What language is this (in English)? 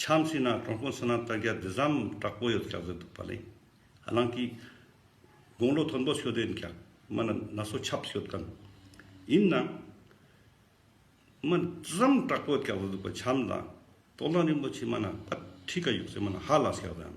Ladakhi